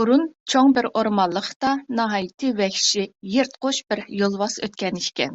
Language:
Uyghur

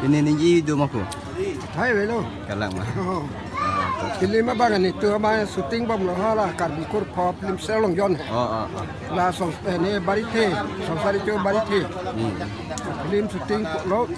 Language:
Karbi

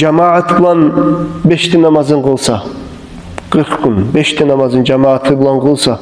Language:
Kumyk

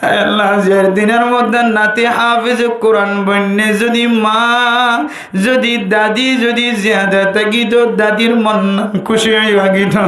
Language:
Rohingya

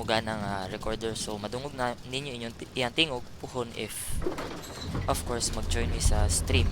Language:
Cebuano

